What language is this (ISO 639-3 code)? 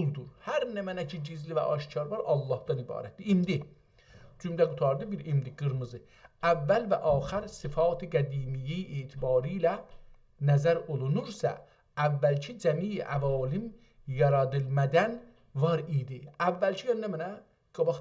azb